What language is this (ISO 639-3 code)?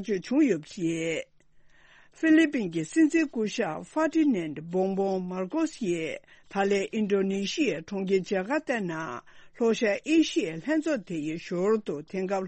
bod